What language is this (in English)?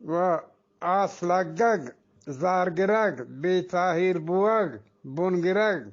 Eastern Balochi